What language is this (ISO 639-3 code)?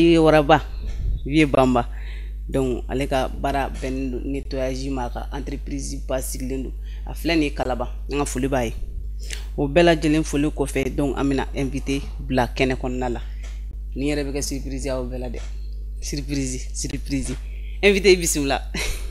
bam